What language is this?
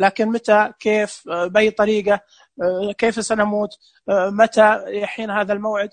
Najdi Arabic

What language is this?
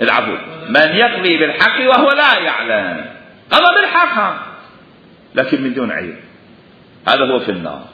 Mesopotamian Arabic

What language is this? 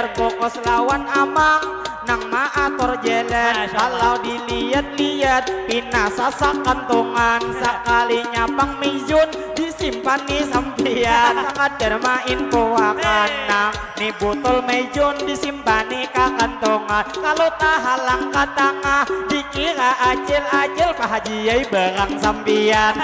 Banjar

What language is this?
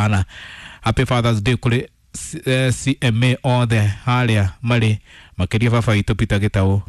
Kikuyu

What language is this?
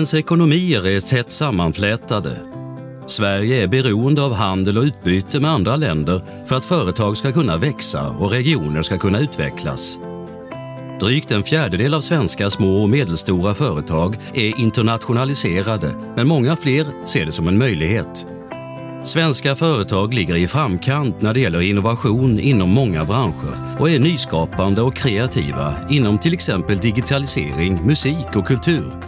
Swedish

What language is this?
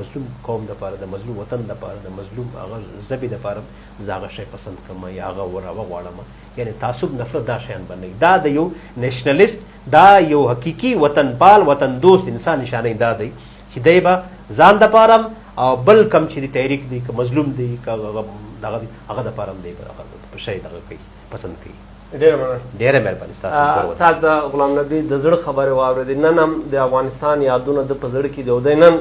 Pashto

